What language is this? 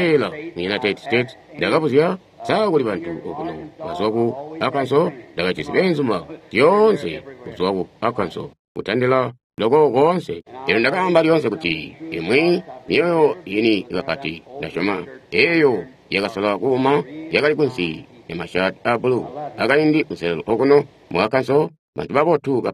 Tonga (Zambia)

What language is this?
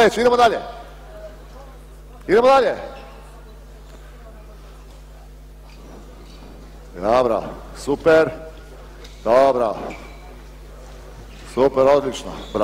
Croatian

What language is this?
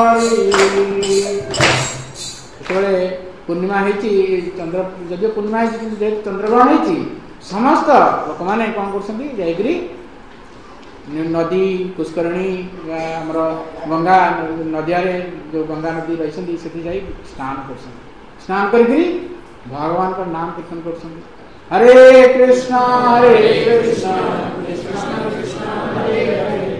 Odia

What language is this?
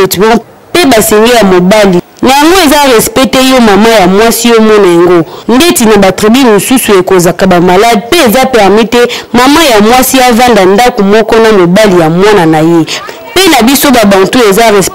Lingala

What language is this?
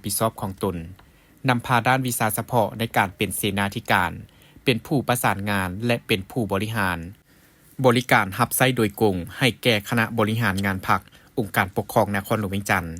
Lao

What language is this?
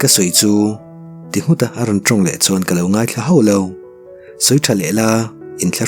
Mizo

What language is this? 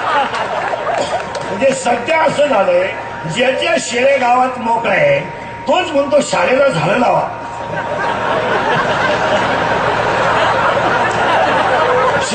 Marathi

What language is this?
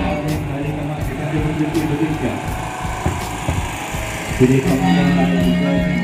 Indonesian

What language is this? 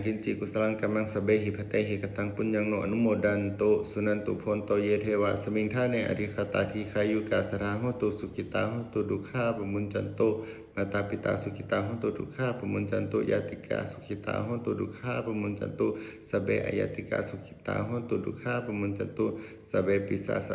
Pali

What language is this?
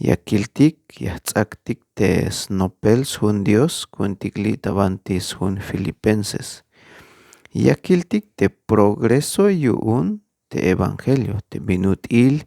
Tzeltal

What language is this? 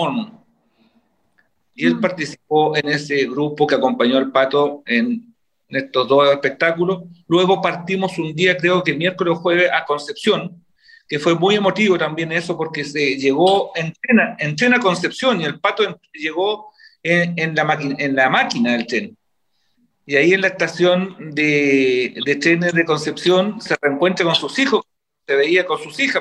Spanish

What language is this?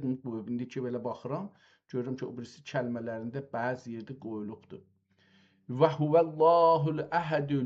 South Azerbaijani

